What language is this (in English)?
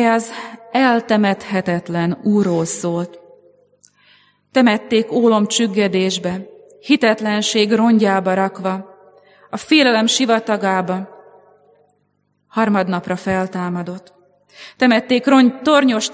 Hungarian